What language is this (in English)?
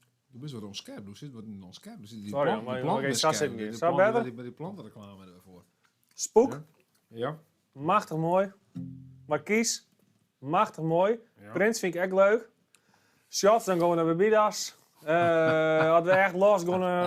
Western Frisian